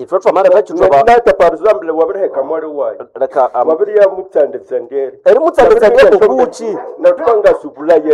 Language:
Nande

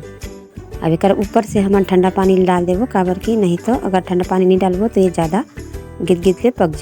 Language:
Chhattisgarhi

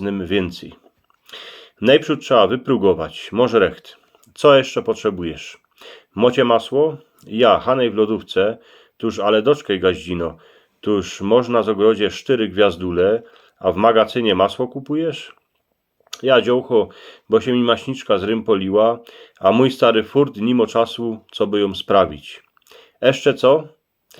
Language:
Silesian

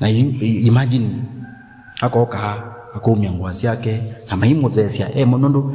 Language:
Kamba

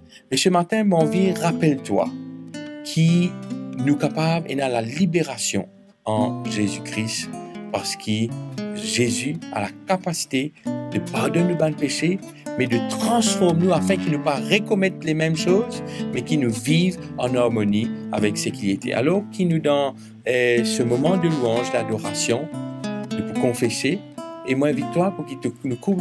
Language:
Morisyen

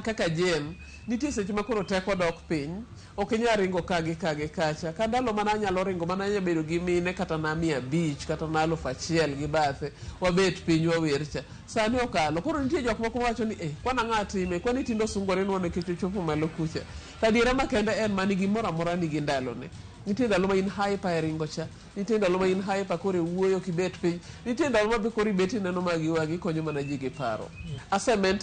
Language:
Luo (Kenya and Tanzania)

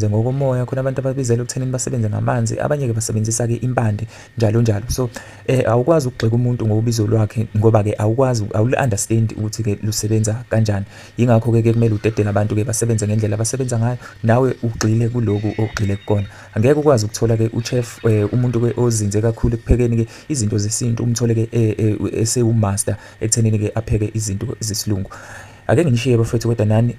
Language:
Zulu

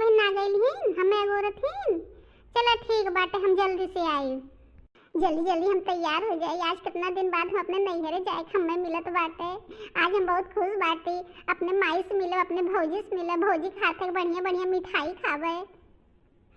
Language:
Bhojpuri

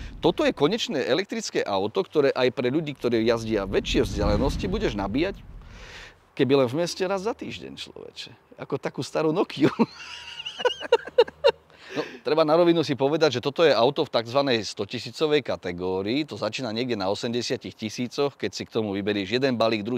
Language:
Slovak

